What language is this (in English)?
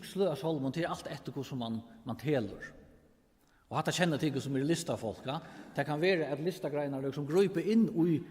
Faroese